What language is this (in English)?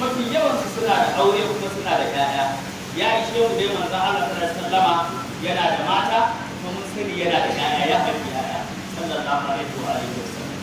Hausa